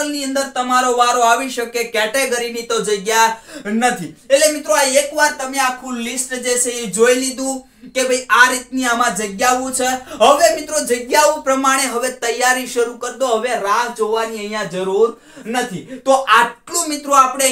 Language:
Gujarati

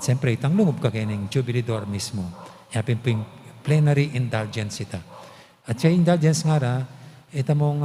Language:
Pampanga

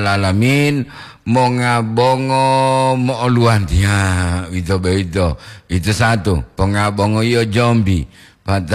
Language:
Gorontalo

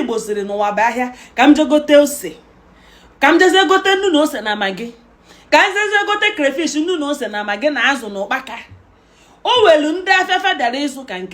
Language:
Igbo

